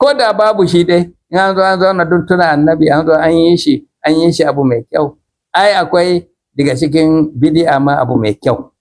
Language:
Hausa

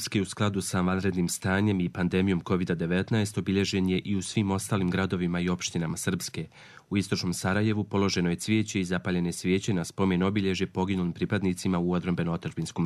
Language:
Serbian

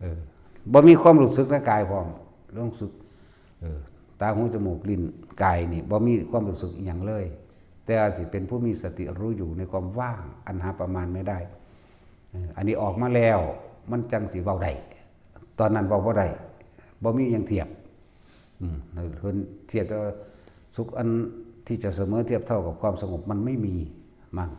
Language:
Northeastern Thai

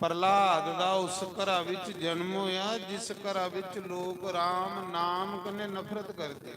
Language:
Dogri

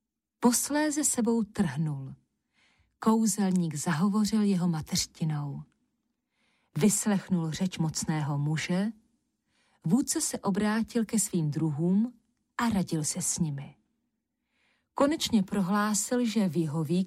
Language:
Czech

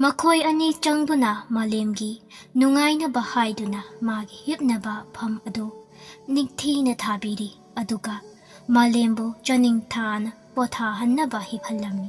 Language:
Manipuri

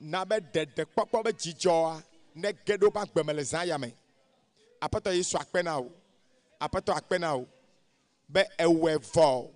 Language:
Ewe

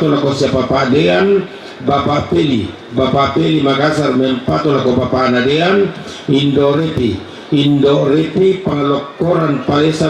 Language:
Toraja-Sa'dan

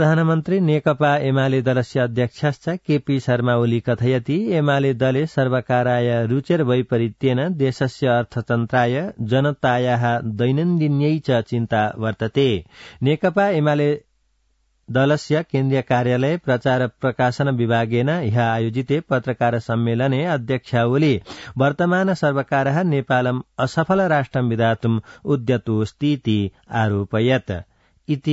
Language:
Sanskrit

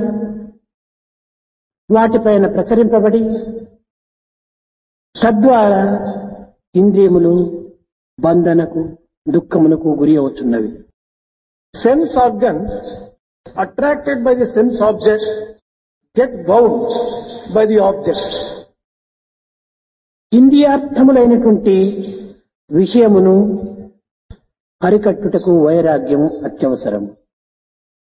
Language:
Telugu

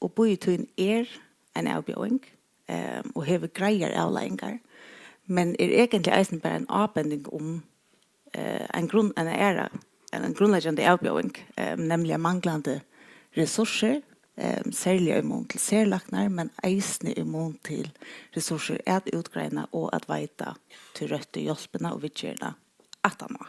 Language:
Faroese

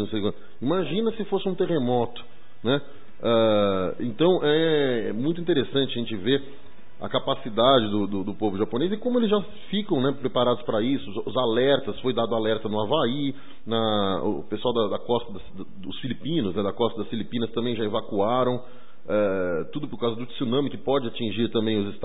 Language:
Portuguese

